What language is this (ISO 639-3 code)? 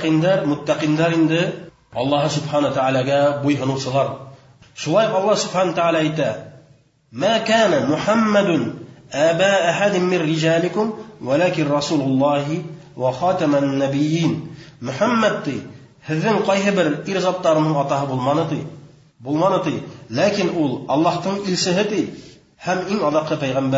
bak